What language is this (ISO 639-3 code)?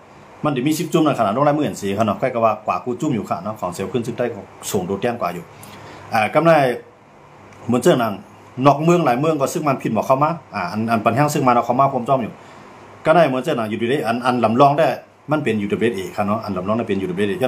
shn